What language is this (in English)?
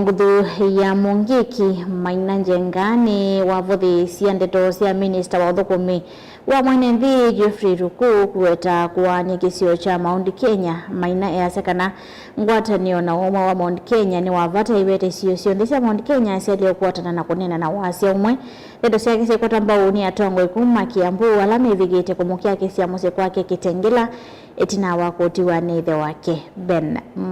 Kamba